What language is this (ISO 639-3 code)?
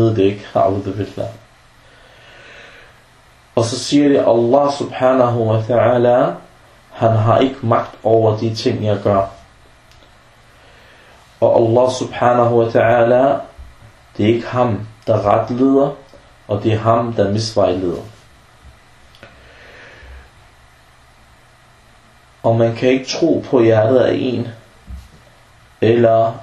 dan